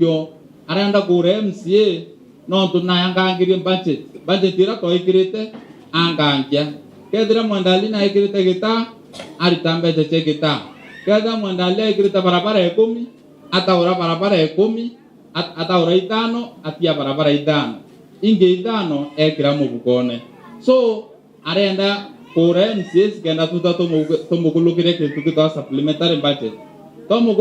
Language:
Meru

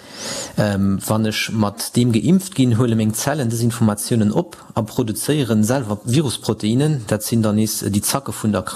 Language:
Luxembourgish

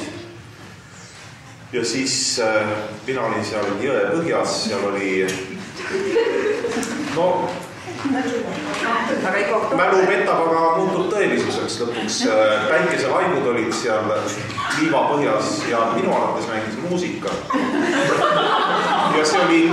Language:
Estonian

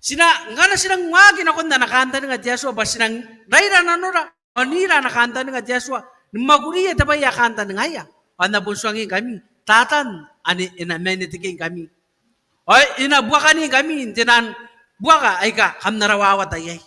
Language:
Gilbertese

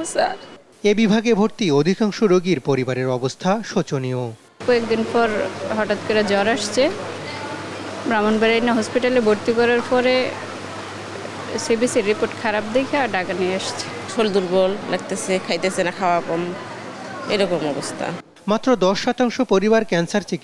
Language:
Bangla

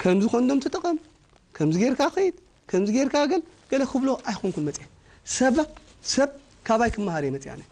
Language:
Tigrinya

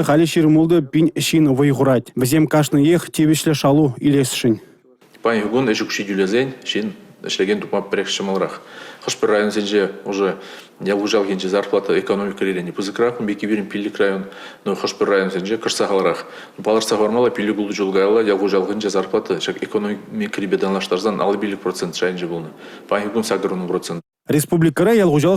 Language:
Chuvash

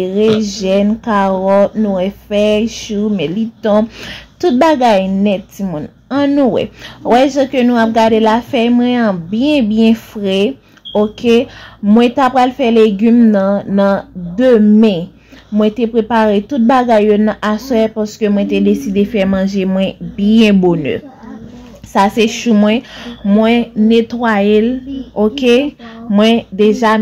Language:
Haitian Creole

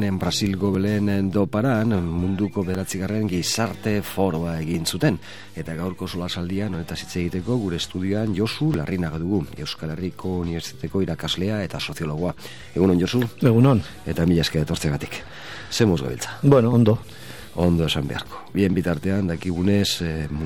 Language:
Basque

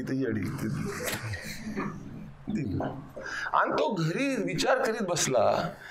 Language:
Marathi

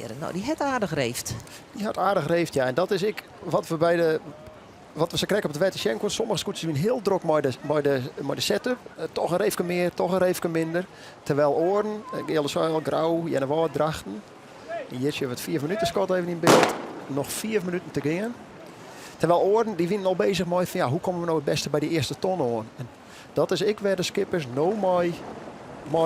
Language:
Western Frisian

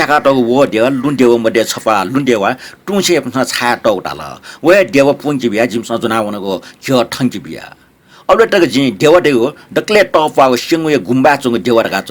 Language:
Newari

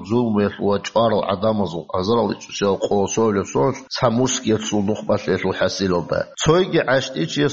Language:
Avaric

